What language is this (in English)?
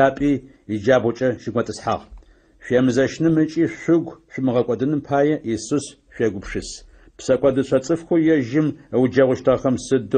Adyghe